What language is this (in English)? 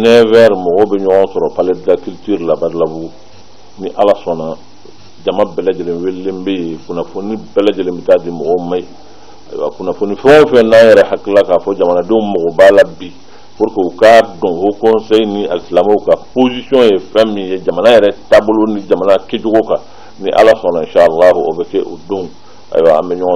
Bambara